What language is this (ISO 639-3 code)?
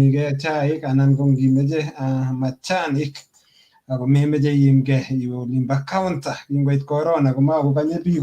kln